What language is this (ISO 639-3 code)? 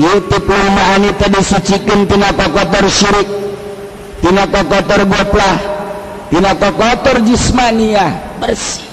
sun